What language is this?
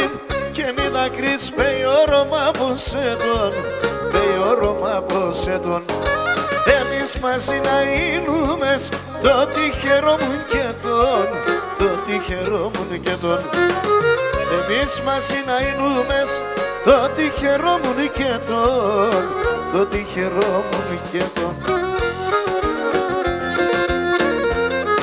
Pontic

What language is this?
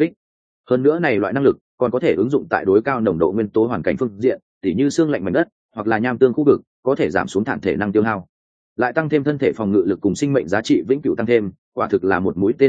Vietnamese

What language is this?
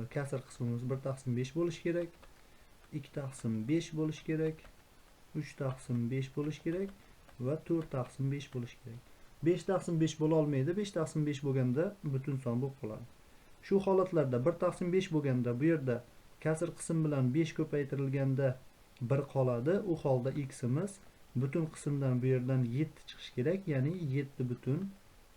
Uzbek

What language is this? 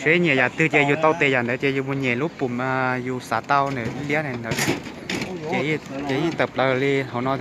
Hmong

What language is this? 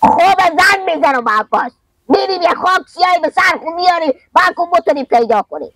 Persian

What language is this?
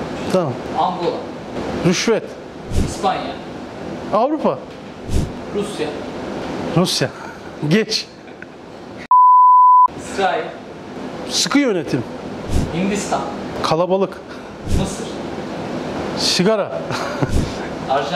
Turkish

